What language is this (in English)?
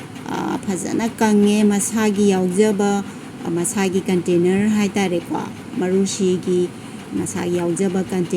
Manipuri